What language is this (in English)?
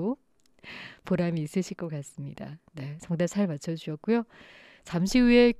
Korean